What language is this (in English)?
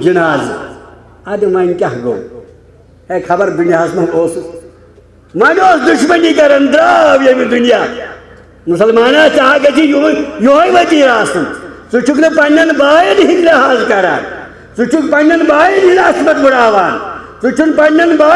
Kashmiri